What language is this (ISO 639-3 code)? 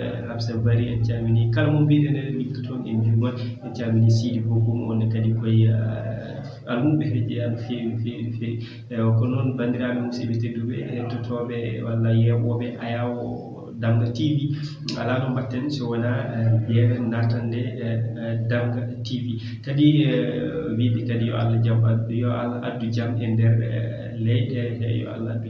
ful